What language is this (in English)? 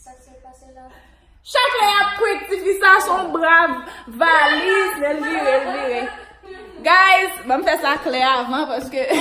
Haitian Creole